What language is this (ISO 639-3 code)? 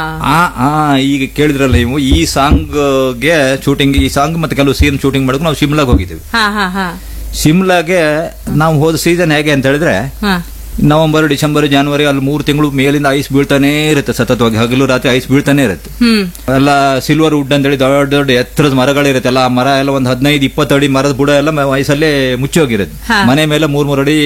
kan